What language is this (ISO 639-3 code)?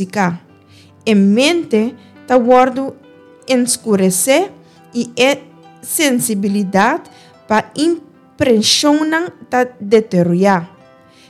pap